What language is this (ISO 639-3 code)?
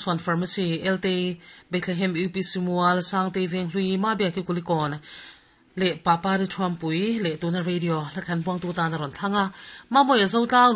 lus